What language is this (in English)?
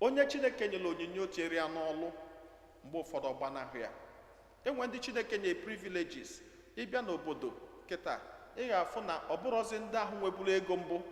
Igbo